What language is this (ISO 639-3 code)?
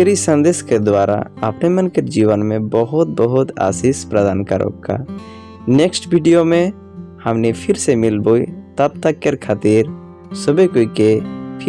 sck